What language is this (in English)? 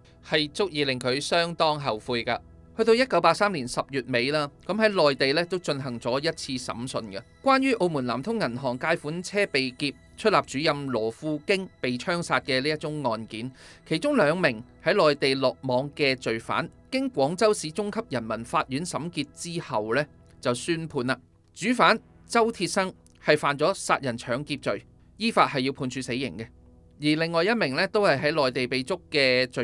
Cantonese